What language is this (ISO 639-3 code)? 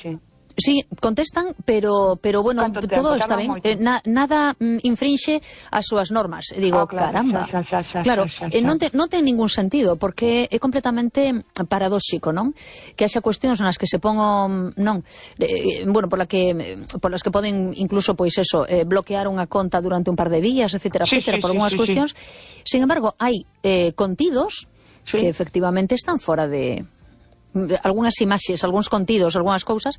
glg